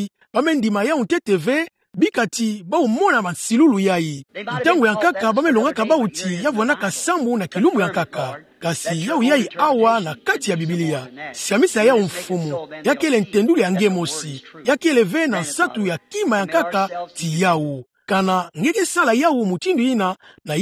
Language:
Kituba (Democratic Republic of Congo)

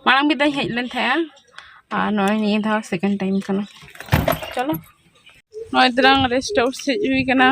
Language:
Santali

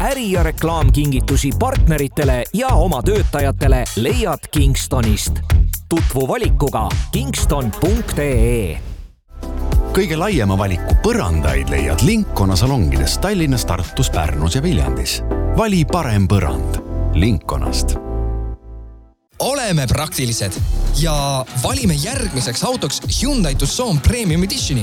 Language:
Estonian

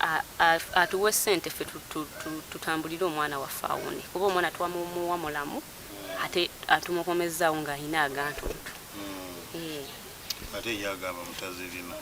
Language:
Ganda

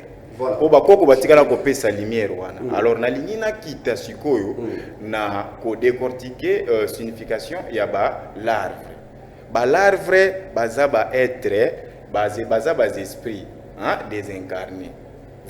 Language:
Lingala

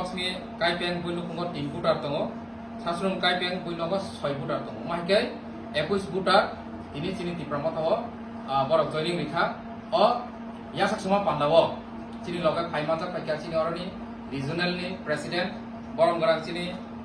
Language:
Kok Borok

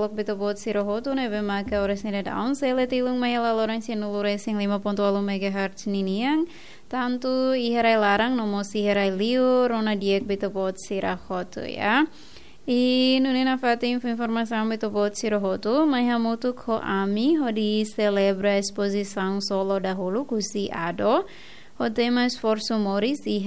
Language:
Tetum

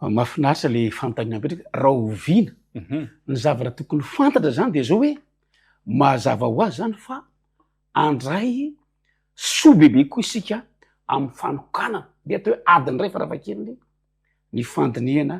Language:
Malagasy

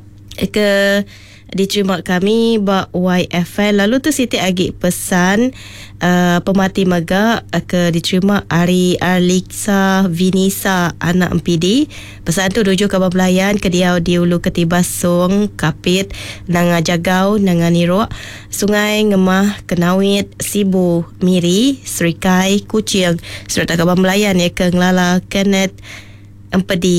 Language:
Iban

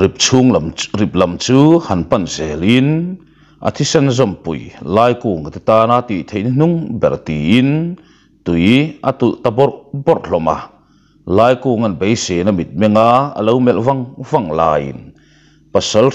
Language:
Mizo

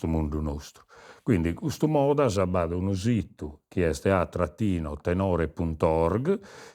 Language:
Sardinian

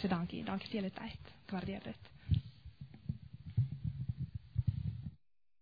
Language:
Afrikaans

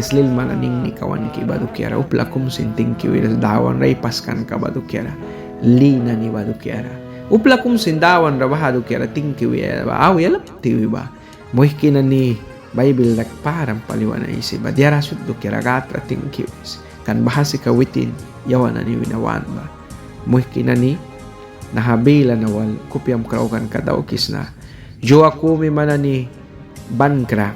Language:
Mískito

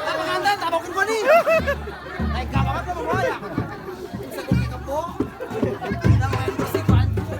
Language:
Betawi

